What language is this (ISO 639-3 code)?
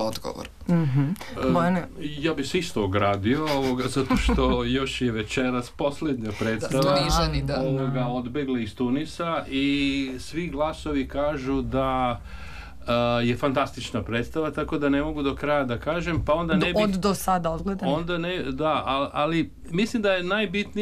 srp